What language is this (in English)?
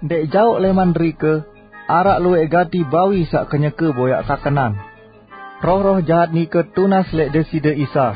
Sasak